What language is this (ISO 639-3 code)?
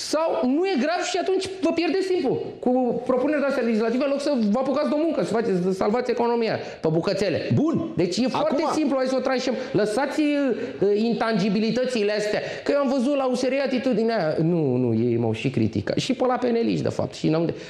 ron